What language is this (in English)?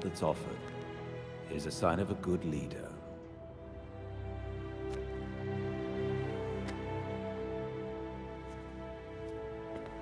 English